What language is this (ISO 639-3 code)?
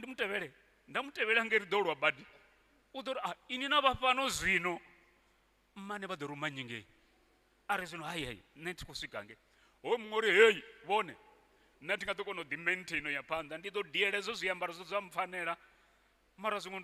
ven